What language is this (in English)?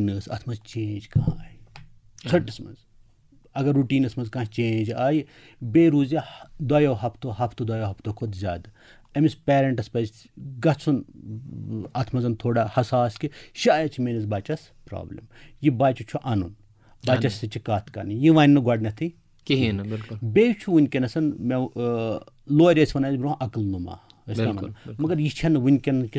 Kashmiri